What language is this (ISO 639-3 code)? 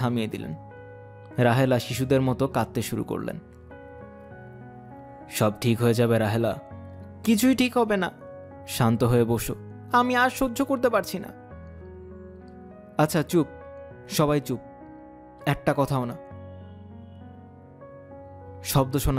ben